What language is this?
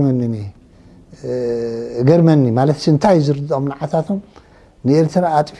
Tigrinya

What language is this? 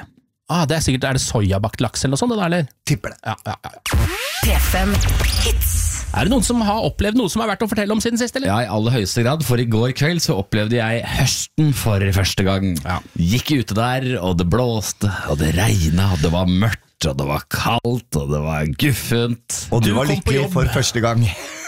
Norwegian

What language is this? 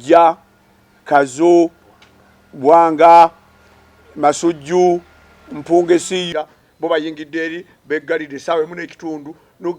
Ganda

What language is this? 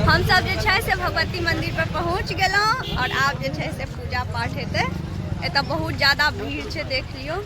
Maithili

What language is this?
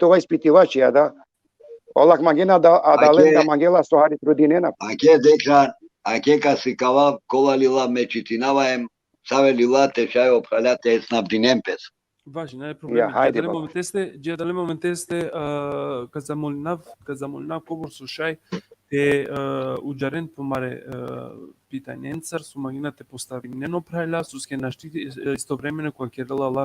Balkan Romani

